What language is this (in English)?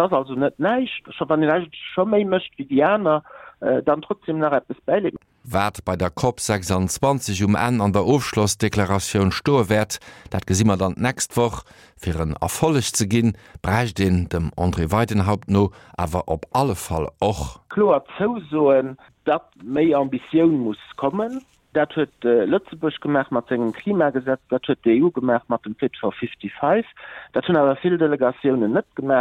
Luxembourgish